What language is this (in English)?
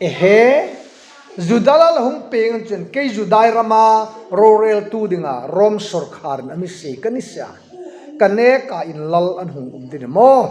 Hmar